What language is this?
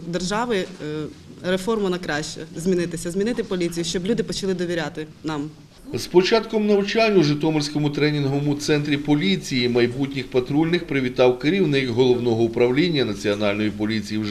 Ukrainian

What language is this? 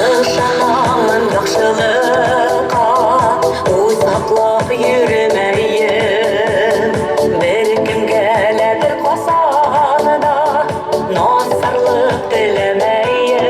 Bashkir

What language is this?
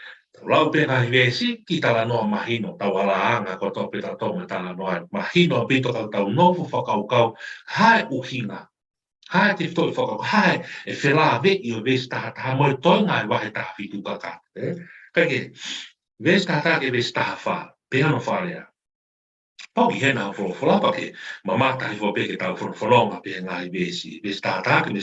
Tongan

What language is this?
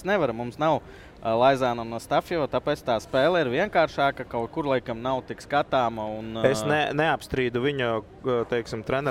Latvian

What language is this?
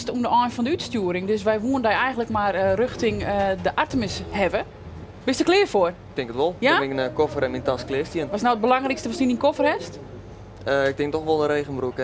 Western Frisian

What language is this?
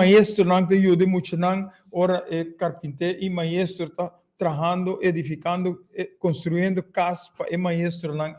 Papiamento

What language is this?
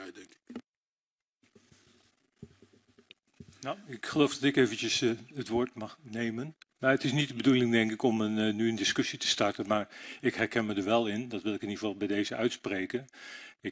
Dutch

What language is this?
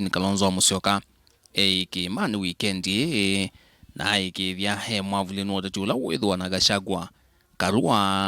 Kamba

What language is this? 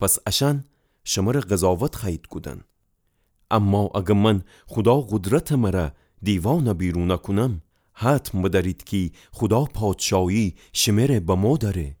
Gilaki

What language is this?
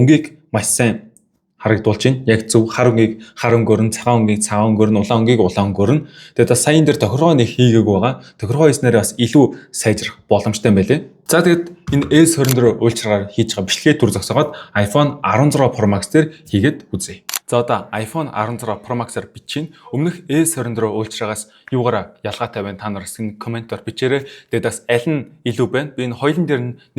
Mongolian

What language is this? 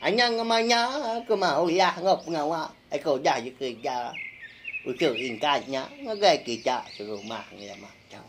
Iban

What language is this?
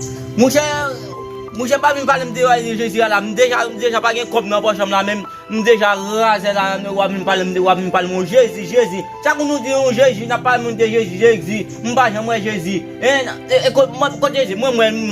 Haitian Creole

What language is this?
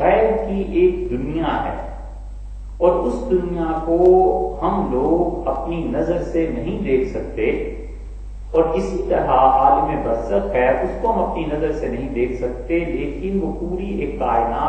Urdu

